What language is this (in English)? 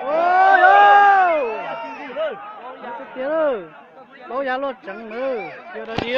Hmong